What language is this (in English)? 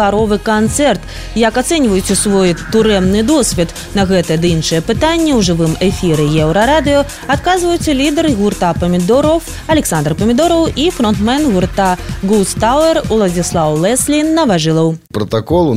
Belarusian